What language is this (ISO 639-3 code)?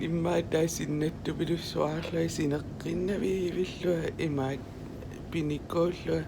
kal